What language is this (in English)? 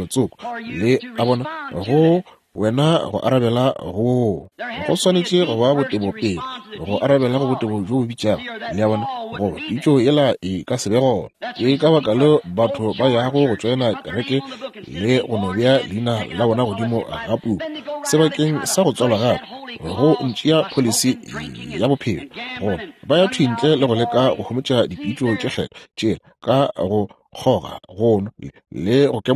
Northern Sotho